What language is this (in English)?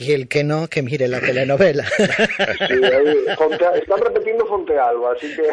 Galician